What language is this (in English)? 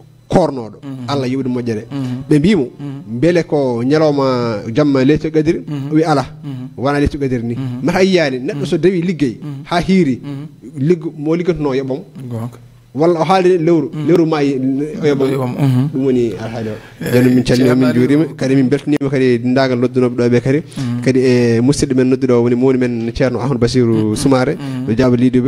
Fula